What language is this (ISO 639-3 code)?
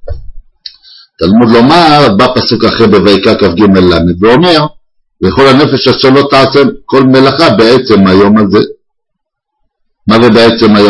heb